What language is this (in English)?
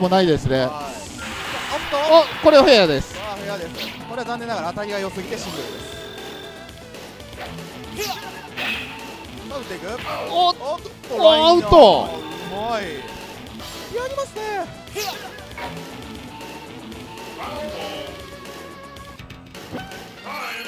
Japanese